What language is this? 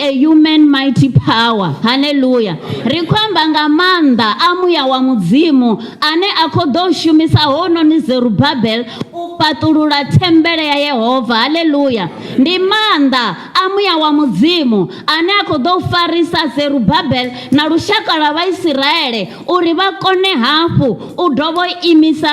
Venda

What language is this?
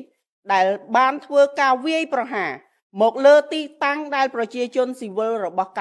Khmer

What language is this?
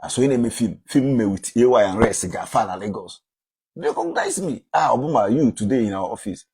Igbo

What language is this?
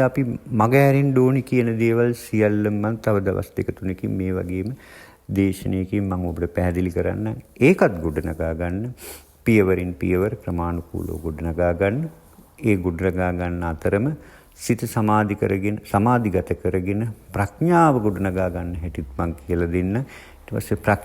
Sinhala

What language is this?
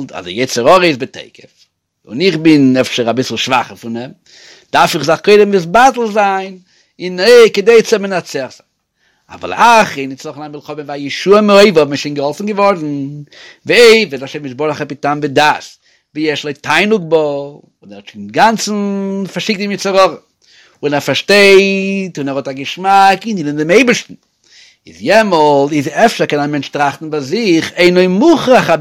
Yiddish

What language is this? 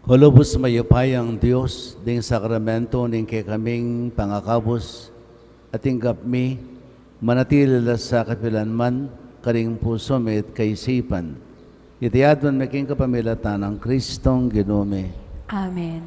Pampanga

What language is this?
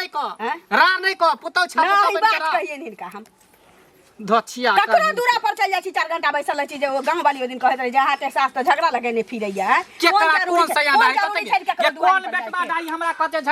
Maithili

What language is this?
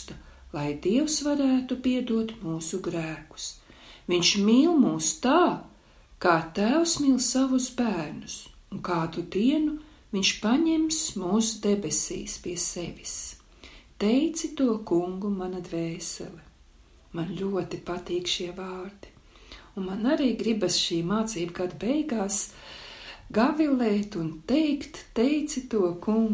Latvian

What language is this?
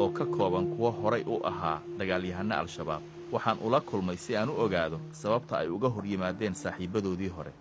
Somali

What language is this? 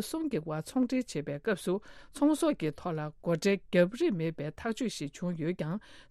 Tibetan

